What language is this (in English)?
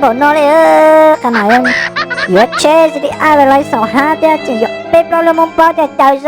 Hmong